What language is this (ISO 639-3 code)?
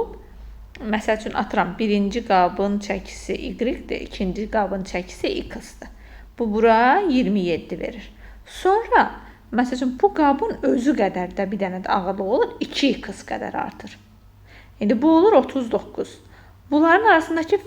aze